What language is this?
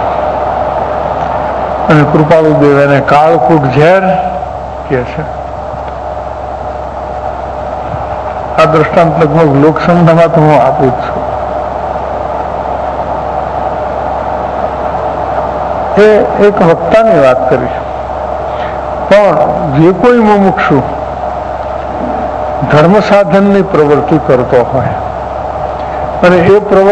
Gujarati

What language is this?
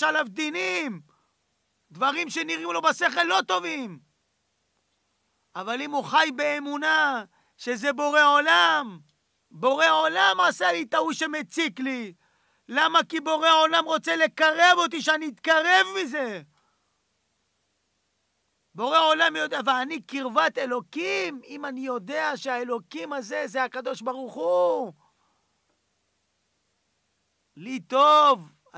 Hebrew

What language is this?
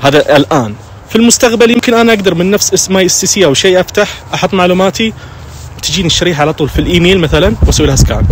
Najdi Arabic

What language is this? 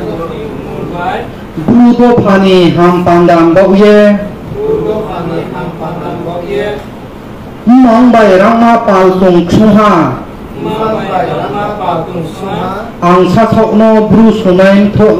Riang (India)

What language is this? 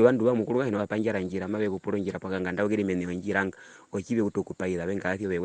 Herero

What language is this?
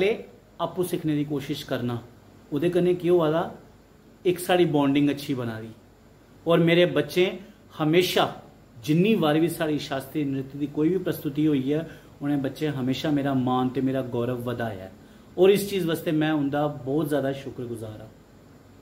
Dogri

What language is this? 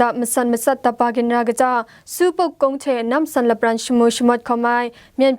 Kachin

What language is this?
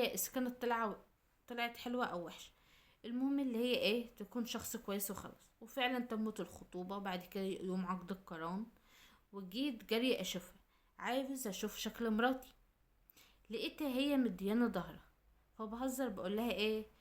Egyptian Arabic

